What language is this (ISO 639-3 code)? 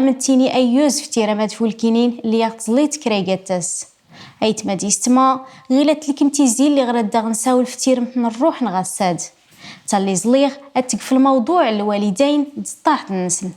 kab